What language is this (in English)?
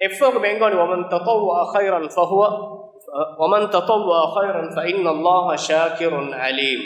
Divehi